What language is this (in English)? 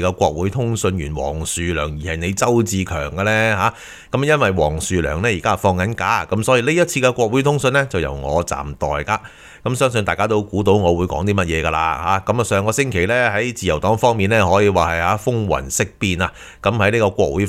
Cantonese